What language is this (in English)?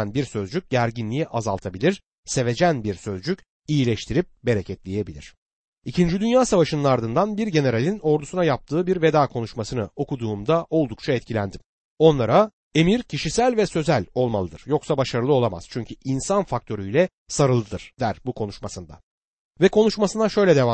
Turkish